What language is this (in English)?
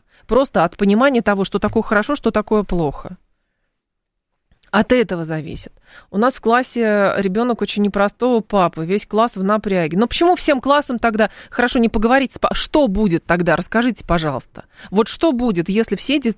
Russian